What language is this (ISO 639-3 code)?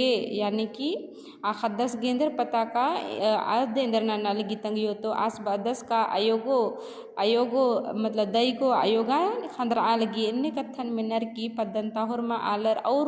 kru